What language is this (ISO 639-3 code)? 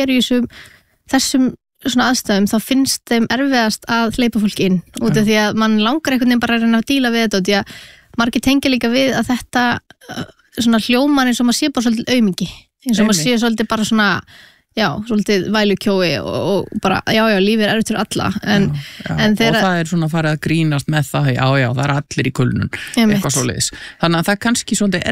isl